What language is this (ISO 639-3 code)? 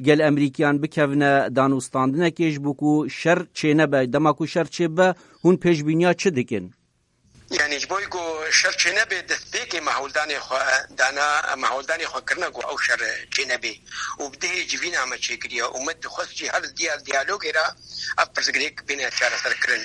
kur